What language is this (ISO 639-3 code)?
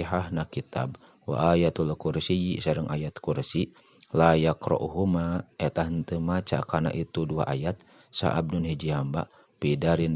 sun